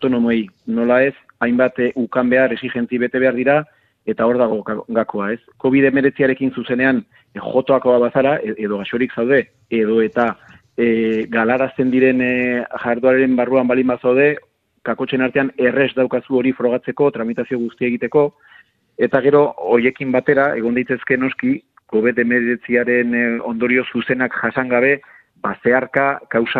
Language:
Basque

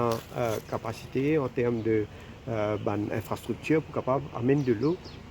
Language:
Morisyen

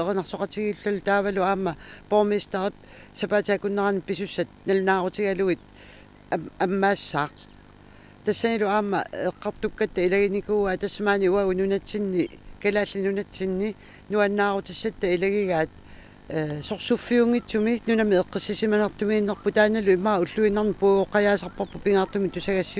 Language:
Kalaallisut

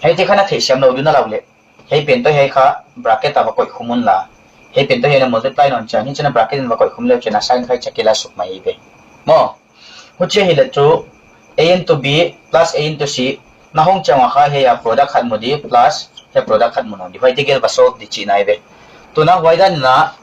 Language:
Paite Chin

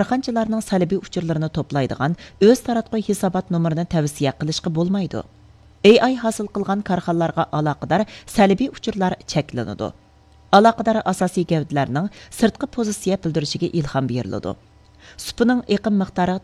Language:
Uyghur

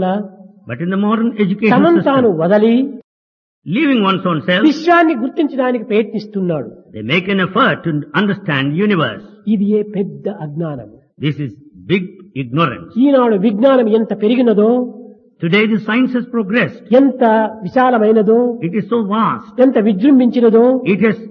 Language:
Telugu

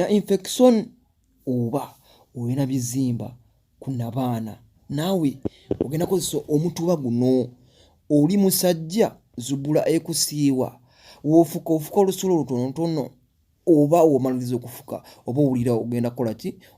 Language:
Ganda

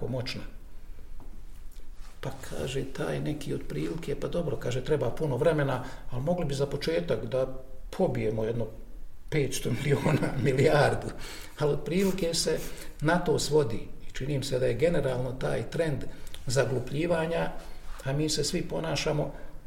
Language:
Bosnian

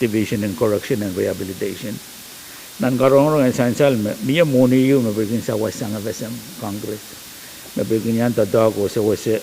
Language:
Pohnpeian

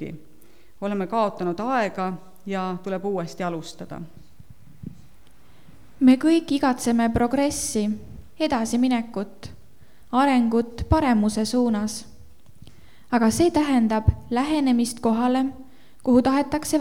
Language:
Estonian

